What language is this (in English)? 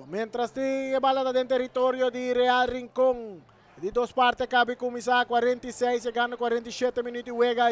Papiamento